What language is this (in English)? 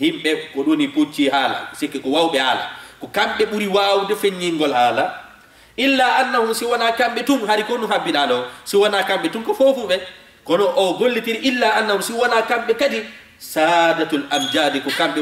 Fula